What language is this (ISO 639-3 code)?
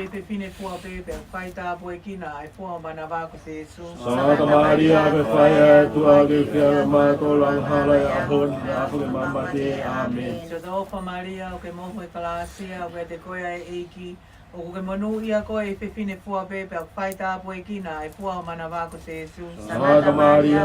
ton